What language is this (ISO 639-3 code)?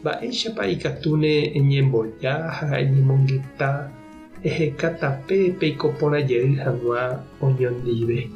grn